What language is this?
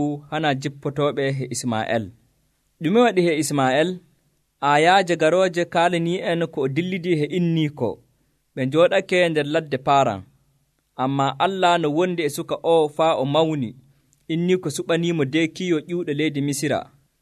Nigerian Fulfulde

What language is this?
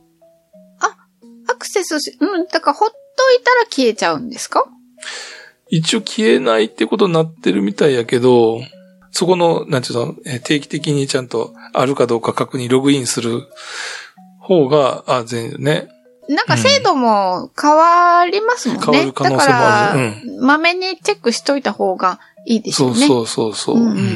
Japanese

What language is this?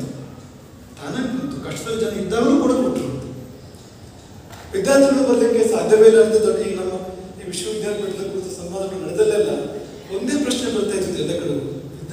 Kannada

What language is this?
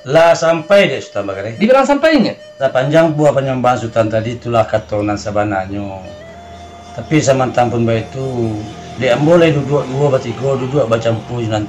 Minangkabau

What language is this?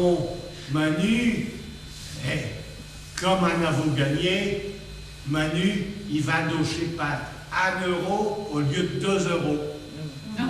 Picard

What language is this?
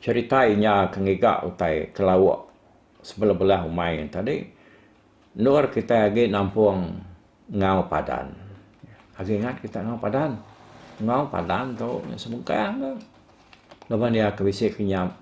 Iban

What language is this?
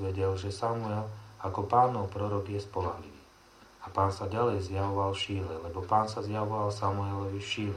Slovak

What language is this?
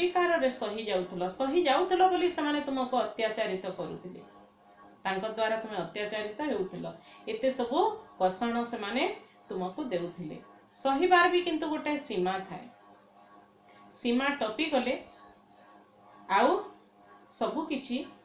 Odia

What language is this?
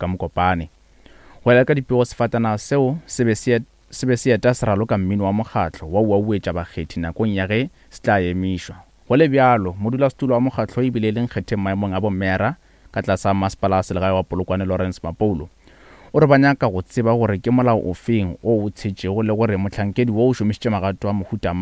Northern Sotho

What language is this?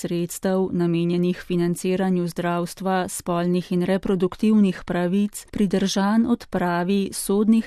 Slovenian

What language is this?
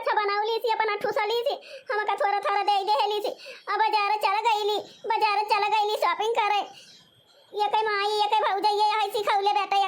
Awadhi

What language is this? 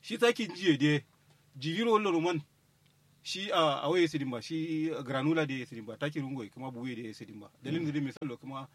Kanuri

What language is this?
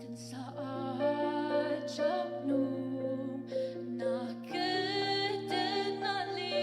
Ao Naga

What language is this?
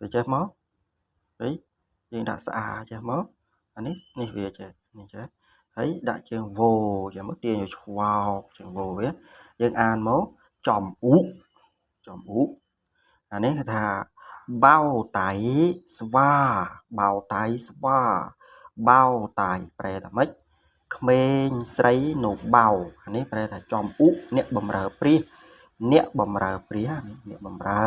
Khmer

